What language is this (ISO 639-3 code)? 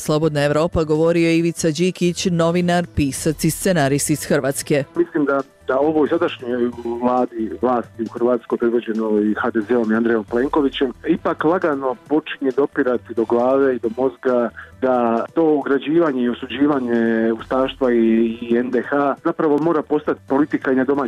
hrv